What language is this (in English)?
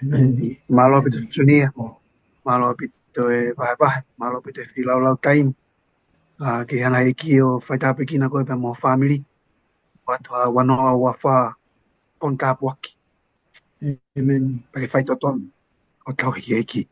Tongan